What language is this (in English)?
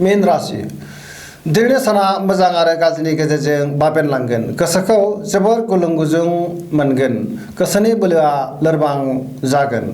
Bodo